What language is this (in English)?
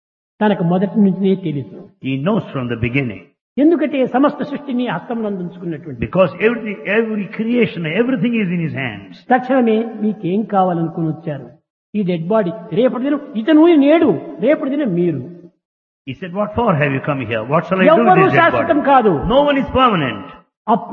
Telugu